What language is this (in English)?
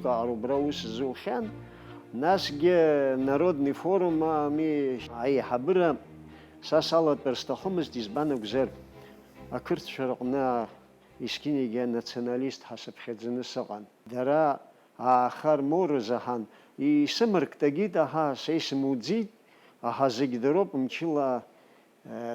Abkhazian